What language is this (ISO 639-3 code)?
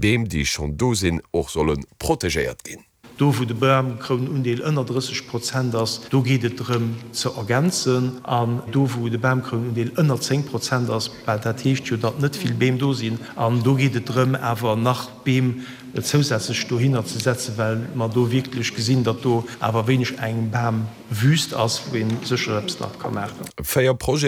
ltz